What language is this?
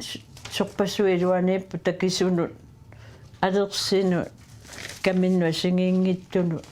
Kalaallisut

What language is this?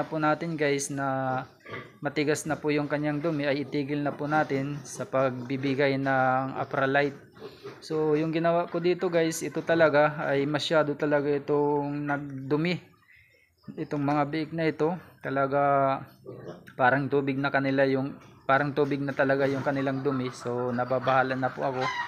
Filipino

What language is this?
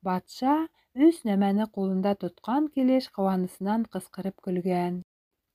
Bashkir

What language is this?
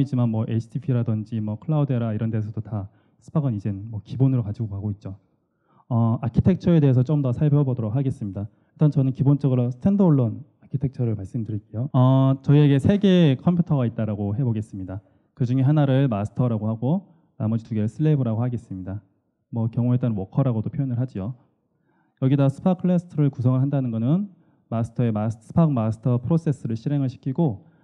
Korean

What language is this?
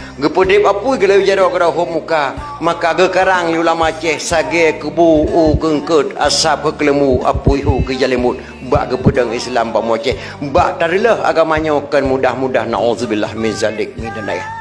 Achinese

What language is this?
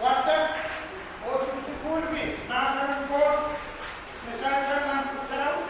Pohnpeian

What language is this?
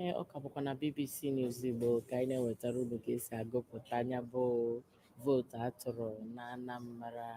Igbo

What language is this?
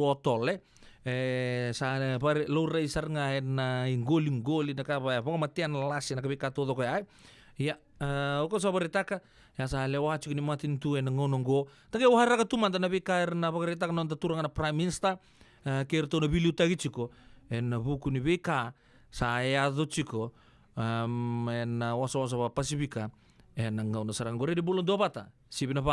Fijian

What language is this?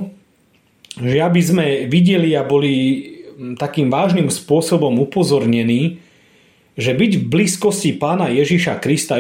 Slovak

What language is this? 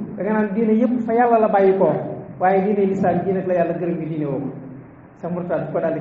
Wolof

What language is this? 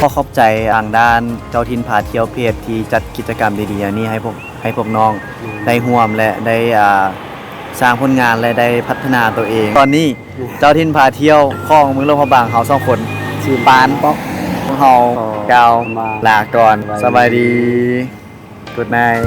Lao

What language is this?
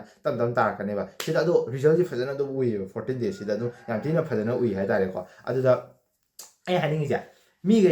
Manipuri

